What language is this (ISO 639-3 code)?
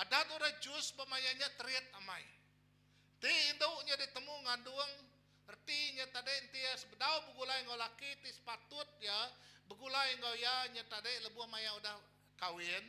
iba